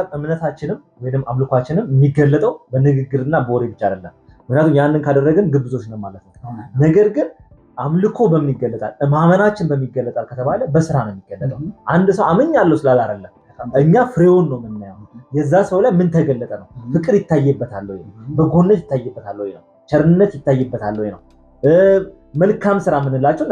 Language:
Amharic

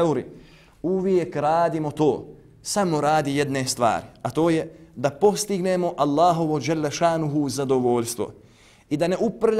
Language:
Bosnian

